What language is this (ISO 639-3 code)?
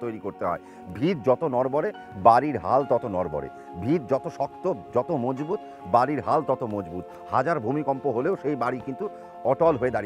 ben